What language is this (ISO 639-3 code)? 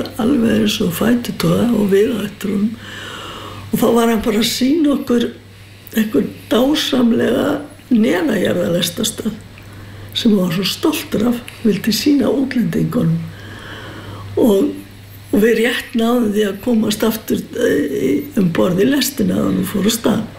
isl